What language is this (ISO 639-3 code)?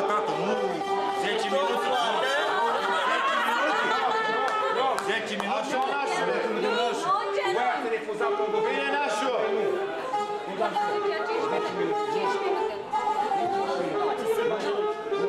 ron